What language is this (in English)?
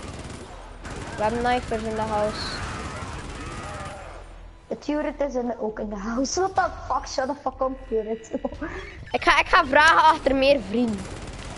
Dutch